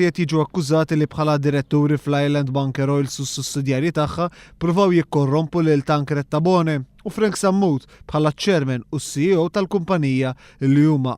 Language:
Maltese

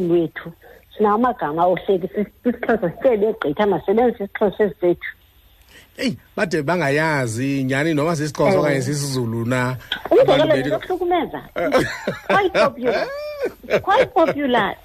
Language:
Xhosa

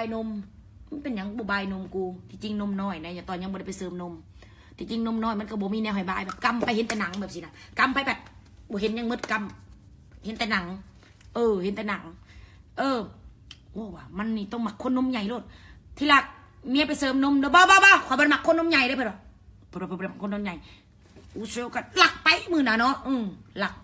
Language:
Lao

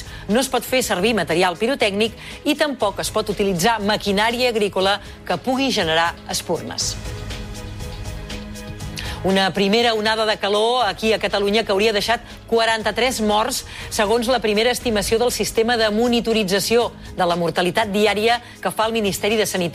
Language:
Catalan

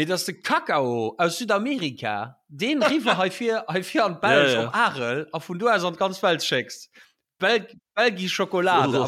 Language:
Luxembourgish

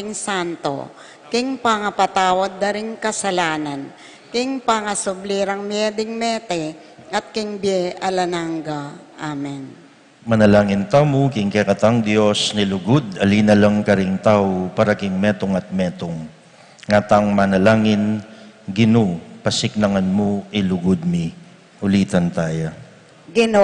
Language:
Pampanga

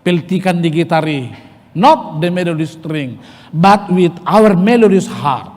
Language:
Batak Toba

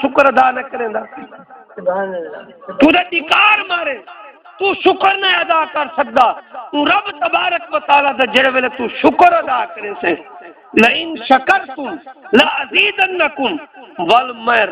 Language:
Saraiki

